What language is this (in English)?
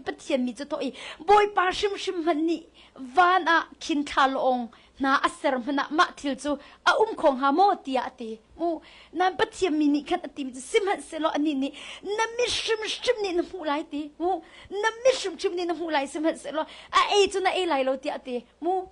Hakha Chin